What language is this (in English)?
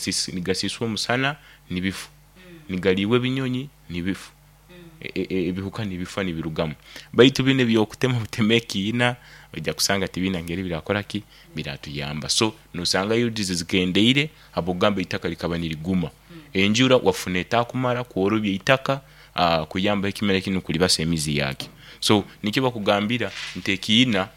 Nyoro